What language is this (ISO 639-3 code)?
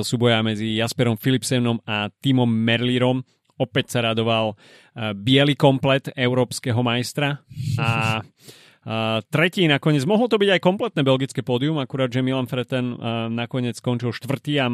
slk